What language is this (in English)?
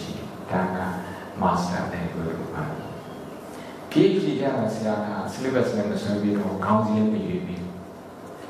Burmese